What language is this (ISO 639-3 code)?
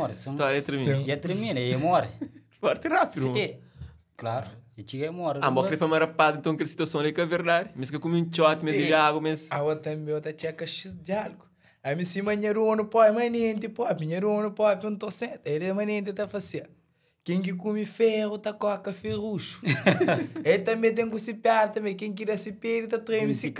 kea